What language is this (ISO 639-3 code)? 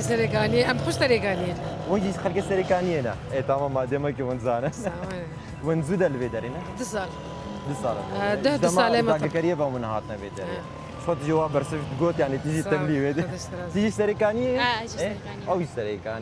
kur